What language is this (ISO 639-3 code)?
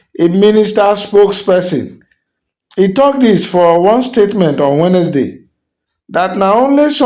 pcm